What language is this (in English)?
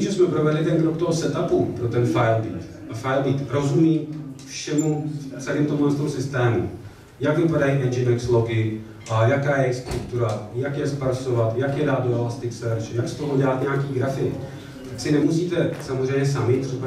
Czech